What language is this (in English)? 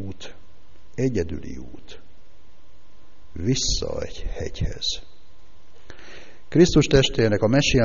Hungarian